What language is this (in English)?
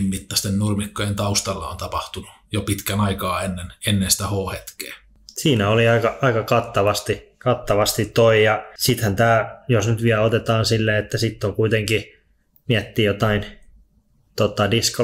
Finnish